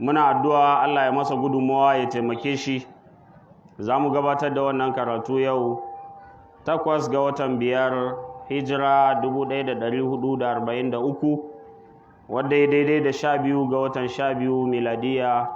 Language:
Hausa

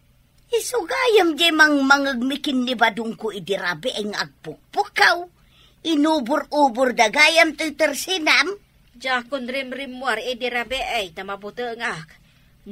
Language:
Iloko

